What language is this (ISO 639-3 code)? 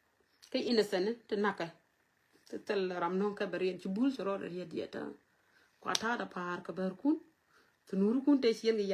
nus